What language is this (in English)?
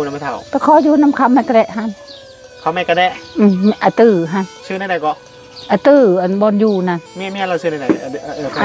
Northeastern Thai